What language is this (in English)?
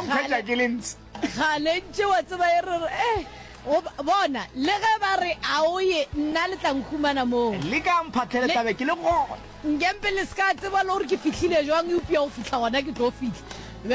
Northern Sotho